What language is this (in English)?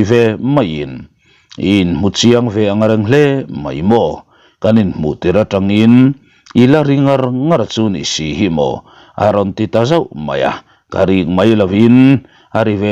Mizo